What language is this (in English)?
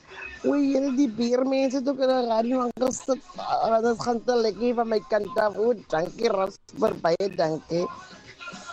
Afrikaans